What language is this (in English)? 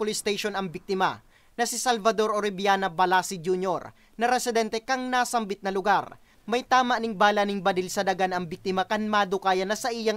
Bikol